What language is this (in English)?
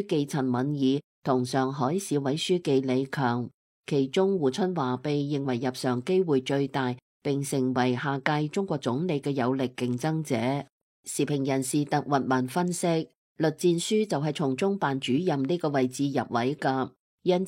Cantonese